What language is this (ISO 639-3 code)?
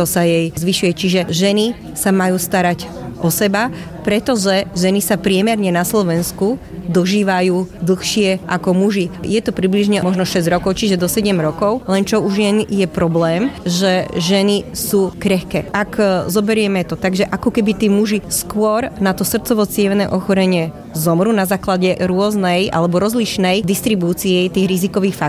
slk